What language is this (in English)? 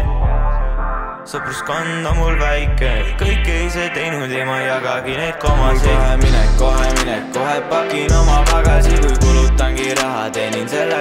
Estonian